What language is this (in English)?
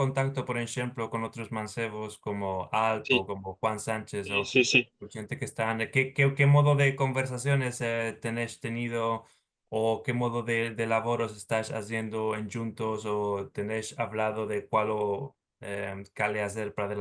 Ladino